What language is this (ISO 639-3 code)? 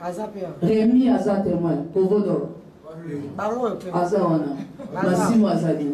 lin